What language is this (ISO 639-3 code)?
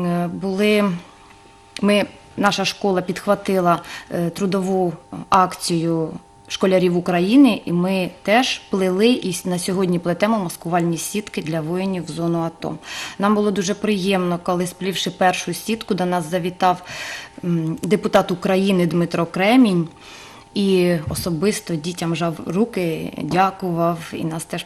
ukr